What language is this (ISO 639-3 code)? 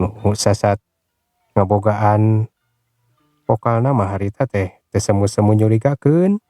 sun